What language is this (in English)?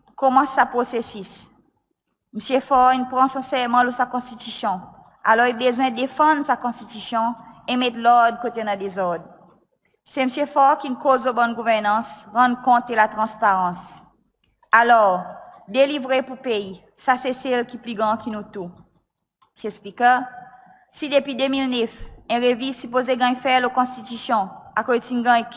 Seselwa Creole French